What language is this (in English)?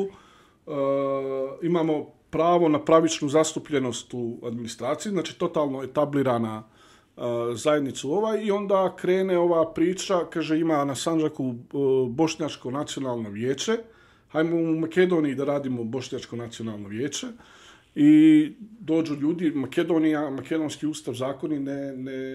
Bosnian